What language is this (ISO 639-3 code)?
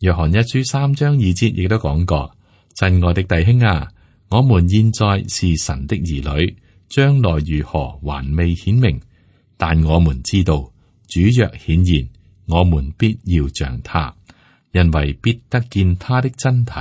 yue